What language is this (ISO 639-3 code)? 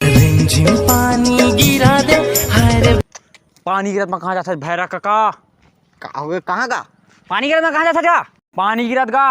hne